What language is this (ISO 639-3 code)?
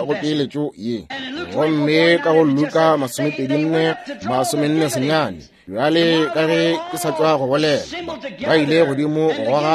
nso